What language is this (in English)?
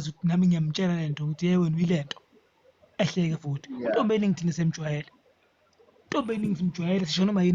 Zulu